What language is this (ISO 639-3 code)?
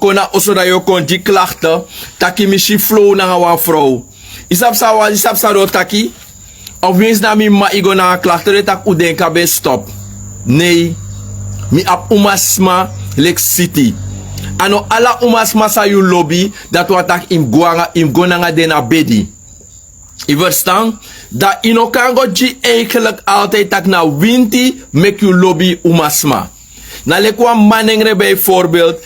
srn